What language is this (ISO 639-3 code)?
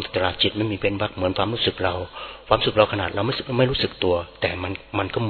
tha